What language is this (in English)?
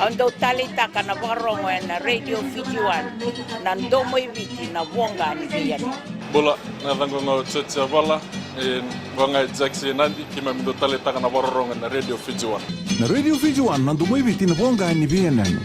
Fijian